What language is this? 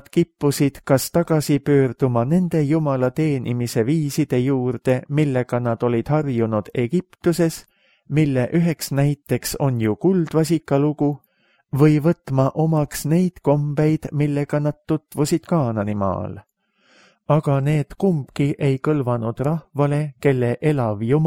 Estonian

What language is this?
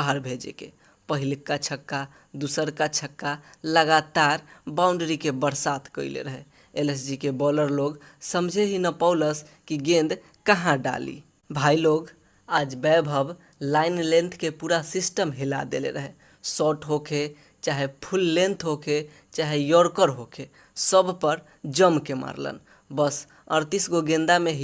Bhojpuri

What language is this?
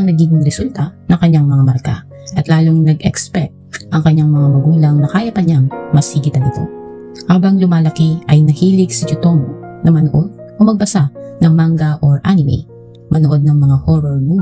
Filipino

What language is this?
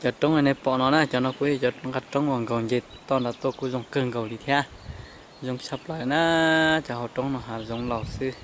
Hmong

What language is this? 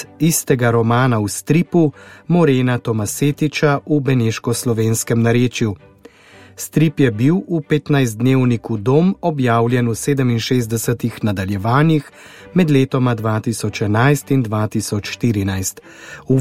Slovenian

